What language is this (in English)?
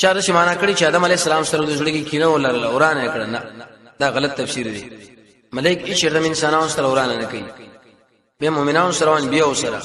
Pashto